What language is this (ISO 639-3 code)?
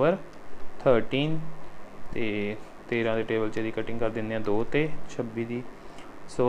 pan